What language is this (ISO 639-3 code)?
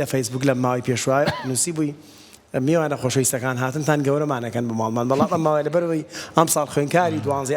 ckb